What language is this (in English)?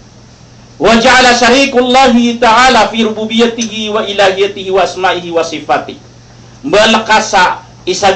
Maranao